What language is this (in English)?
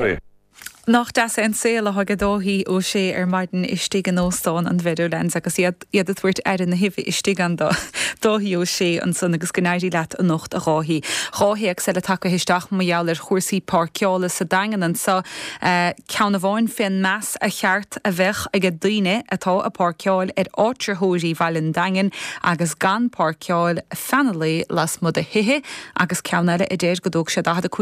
Irish